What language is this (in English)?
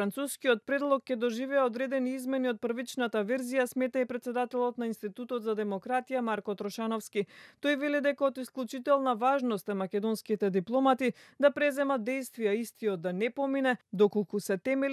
Macedonian